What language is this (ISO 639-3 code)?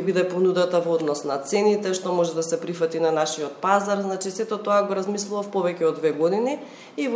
mkd